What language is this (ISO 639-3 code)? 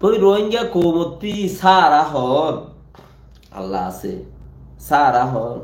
rhg